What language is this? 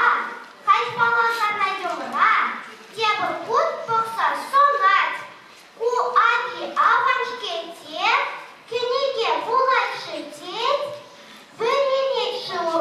Chuvash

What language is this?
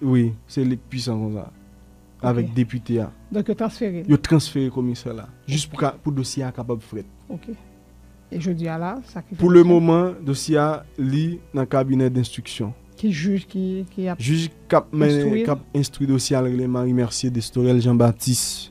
Haitian Creole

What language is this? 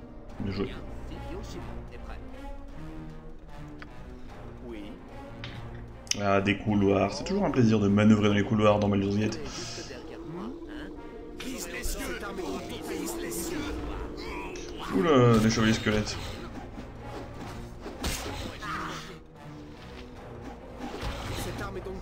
French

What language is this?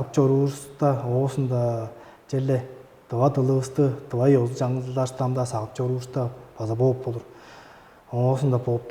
Tuvinian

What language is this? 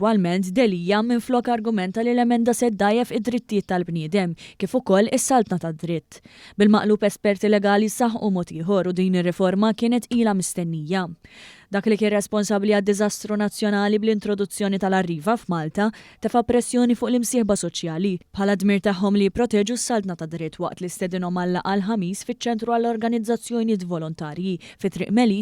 Maltese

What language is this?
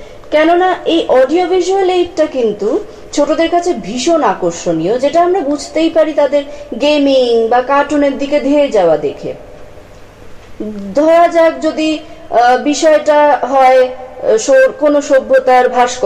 Bangla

